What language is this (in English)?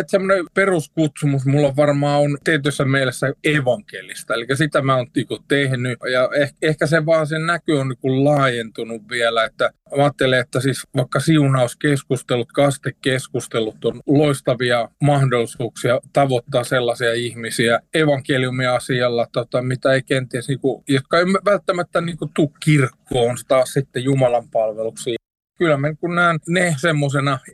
Finnish